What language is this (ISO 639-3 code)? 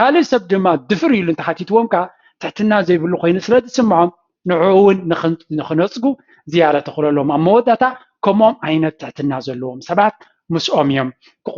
tir